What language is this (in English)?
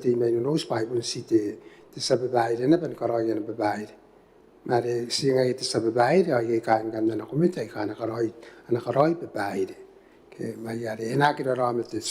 Gilbertese